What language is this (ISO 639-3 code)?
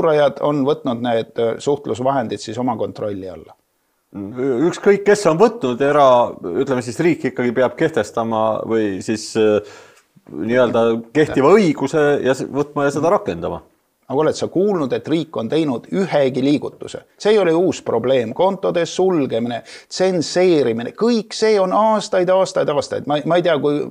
est